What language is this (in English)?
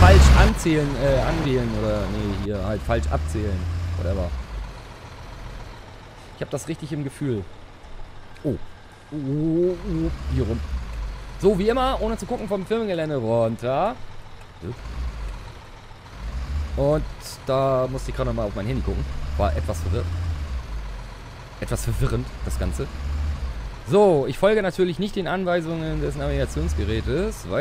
German